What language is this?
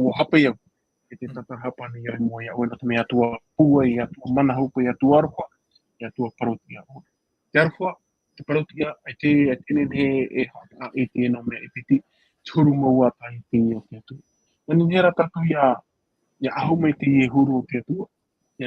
Tahitian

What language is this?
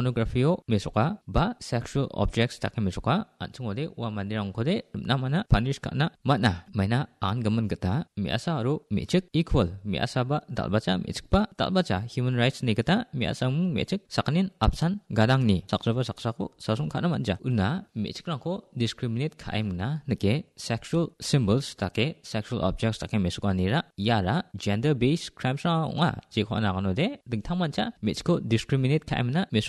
Garo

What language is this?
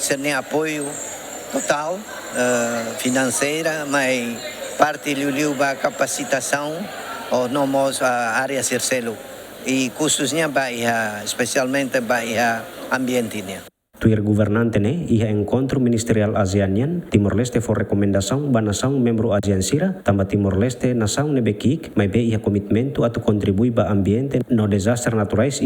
Tetum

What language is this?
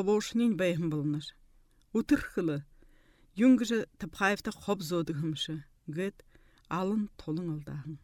Buriat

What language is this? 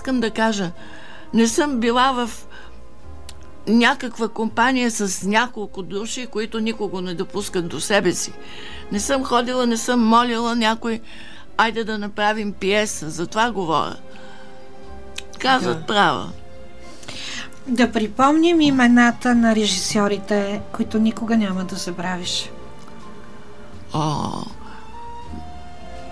Bulgarian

